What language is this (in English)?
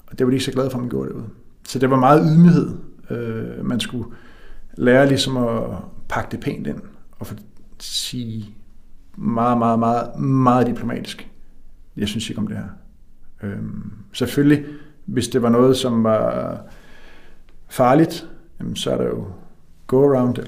Danish